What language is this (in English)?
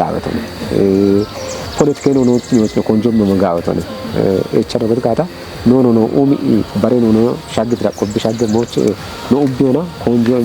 Kafa